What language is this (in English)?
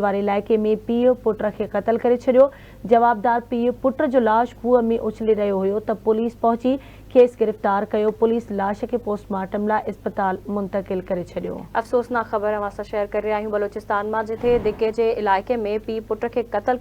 Sindhi